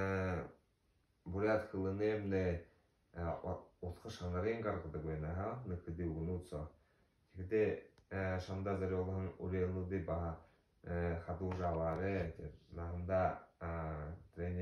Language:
Buriat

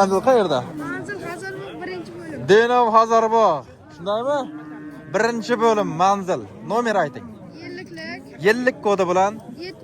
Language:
Uzbek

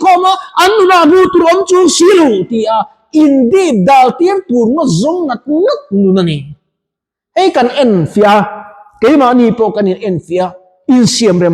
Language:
Mizo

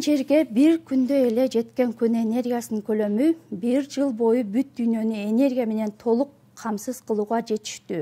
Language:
Kyrgyz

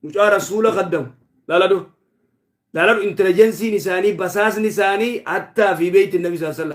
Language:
Oromo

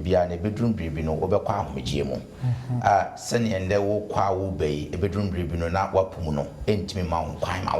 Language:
Akan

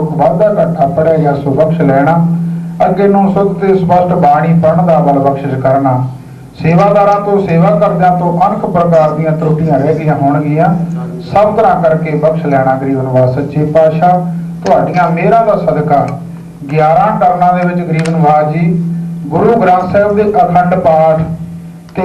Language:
Punjabi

